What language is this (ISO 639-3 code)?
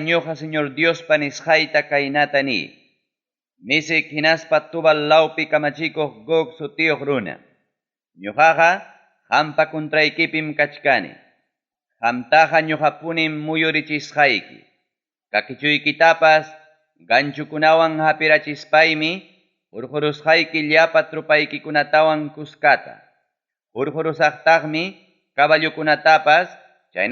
quy